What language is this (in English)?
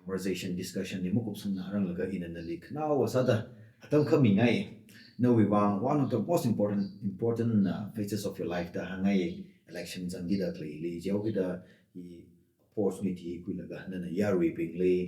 Tangkhul Naga (India)